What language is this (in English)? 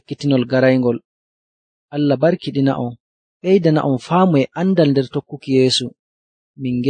Nigerian Fulfulde